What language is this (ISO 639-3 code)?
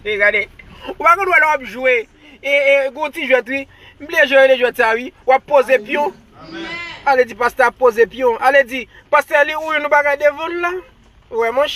hat